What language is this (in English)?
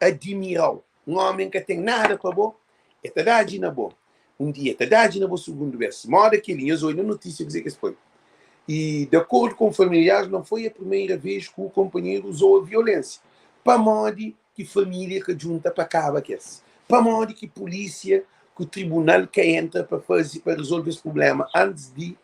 Kabuverdianu